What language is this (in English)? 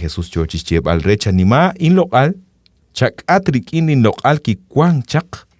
Kekchí